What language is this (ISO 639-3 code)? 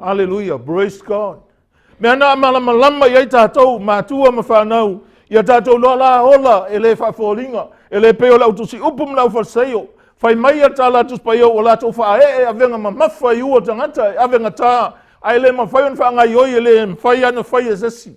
smo